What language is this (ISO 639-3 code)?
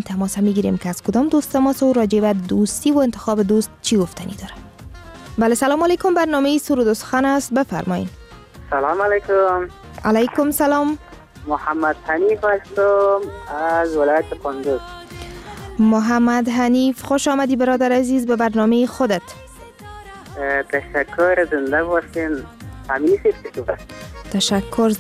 fas